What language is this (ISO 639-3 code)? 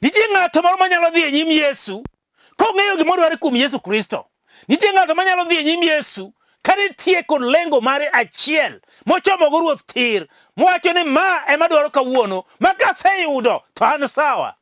luo